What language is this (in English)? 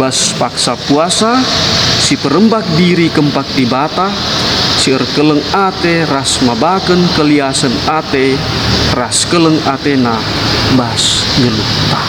Batak Karo